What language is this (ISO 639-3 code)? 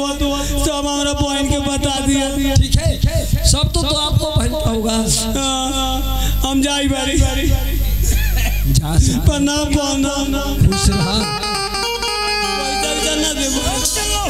bho